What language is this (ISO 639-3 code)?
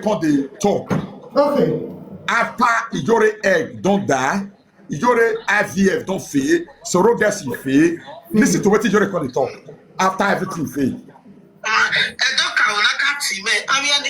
pcm